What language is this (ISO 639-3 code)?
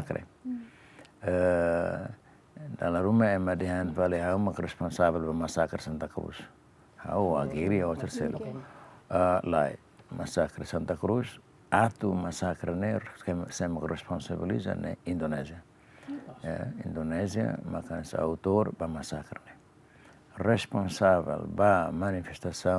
tet